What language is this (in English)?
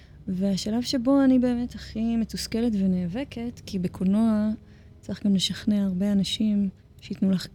Hebrew